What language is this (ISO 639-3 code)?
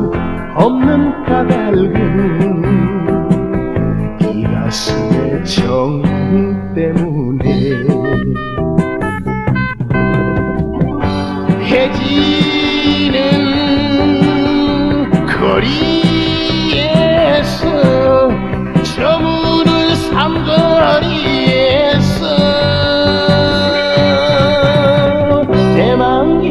kor